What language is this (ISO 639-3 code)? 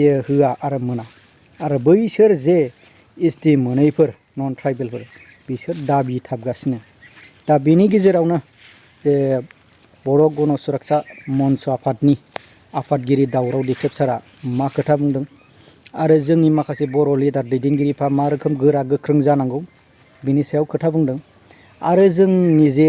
brx